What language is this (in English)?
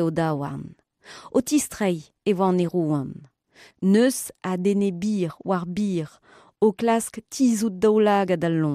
Breton